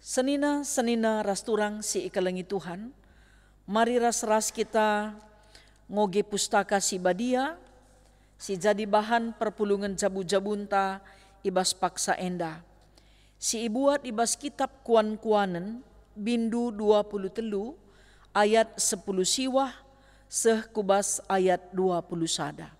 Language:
Batak Karo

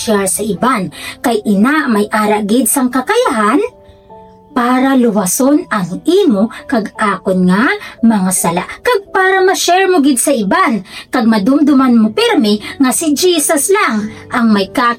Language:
Hiligaynon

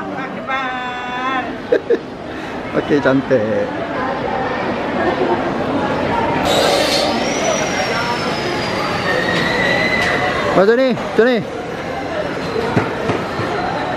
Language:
Malay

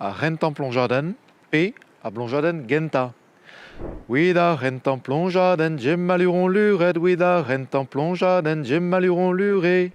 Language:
Breton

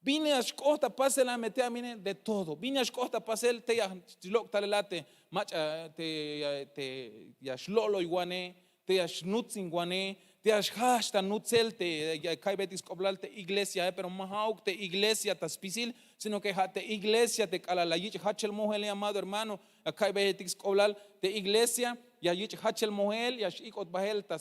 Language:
Tzeltal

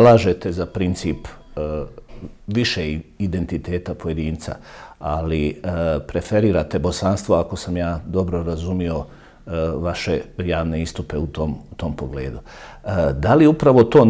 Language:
Bosnian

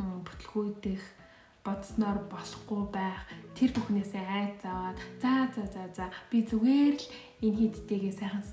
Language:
Mongolian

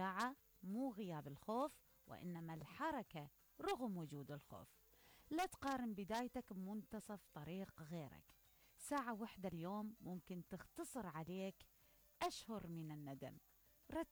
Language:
Mesopotamian Arabic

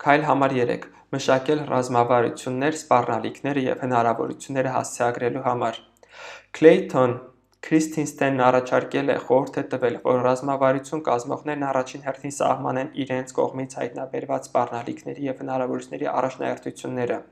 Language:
Armenian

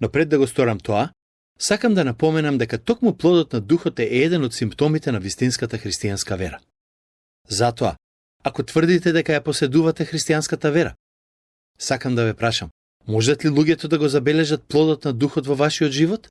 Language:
Macedonian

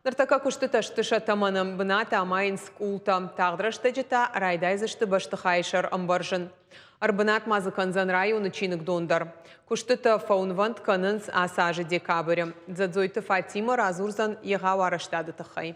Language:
Ossetic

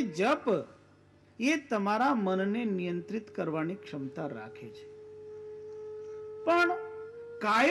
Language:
Gujarati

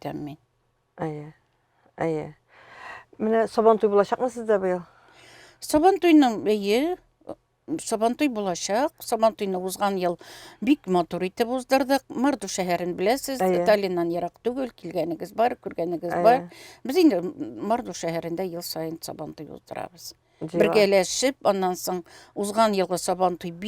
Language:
Tatar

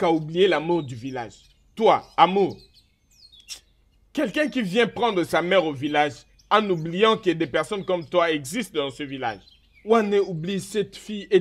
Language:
French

